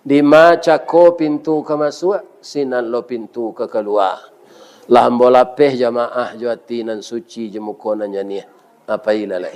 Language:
Minangkabau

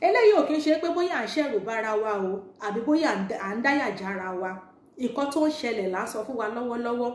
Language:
Yoruba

